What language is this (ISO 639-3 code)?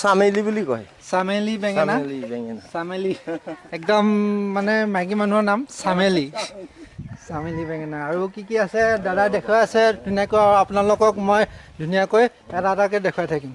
asm